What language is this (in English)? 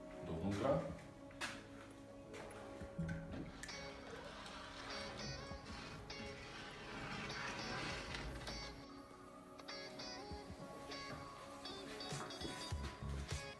Slovak